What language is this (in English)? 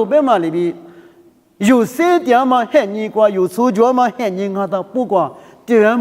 Lisu